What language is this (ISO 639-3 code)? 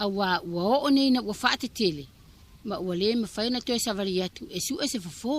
smo